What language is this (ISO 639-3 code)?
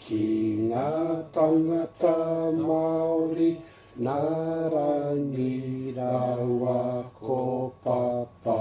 mri